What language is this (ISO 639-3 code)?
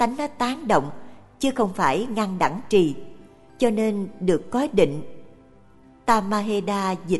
vie